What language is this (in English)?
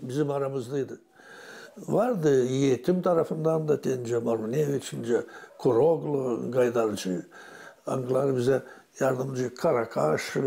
Gagauz